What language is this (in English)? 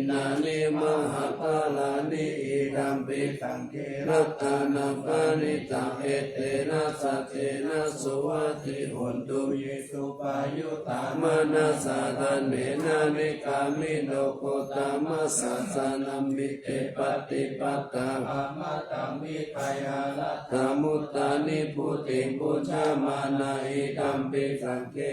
Pali